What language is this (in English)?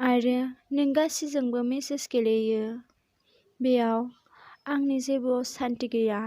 Bodo